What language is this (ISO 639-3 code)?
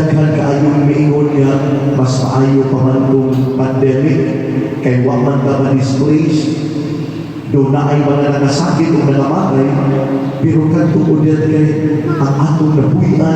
ceb